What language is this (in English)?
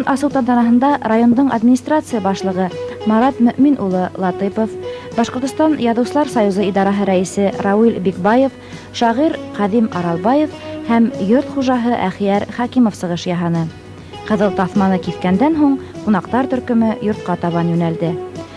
Bashkir